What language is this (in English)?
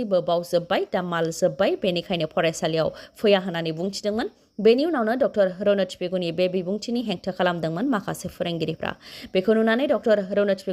Bodo